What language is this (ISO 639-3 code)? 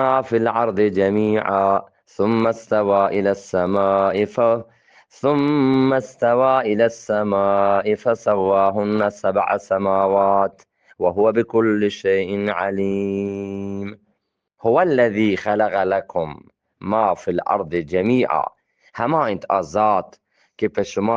bgp